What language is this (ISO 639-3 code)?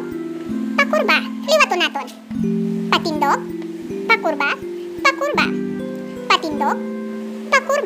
hil